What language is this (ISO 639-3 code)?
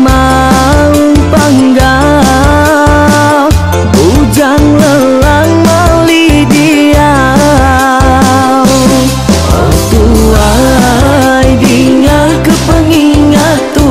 iba